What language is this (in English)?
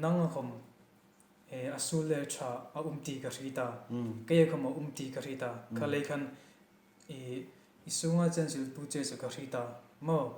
Hmar